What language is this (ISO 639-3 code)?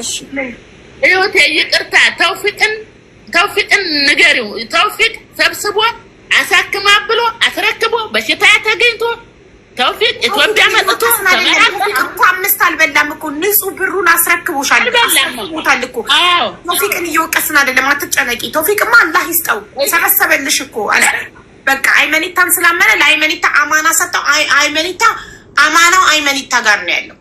amh